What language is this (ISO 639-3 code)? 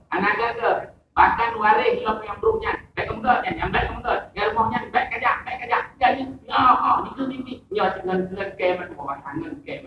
ace